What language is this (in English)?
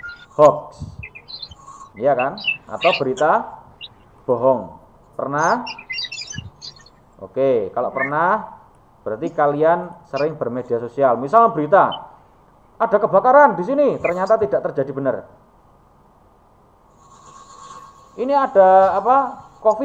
Indonesian